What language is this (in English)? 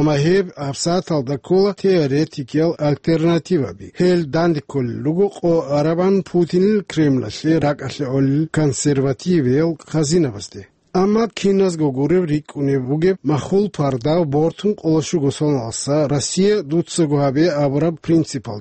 Avaric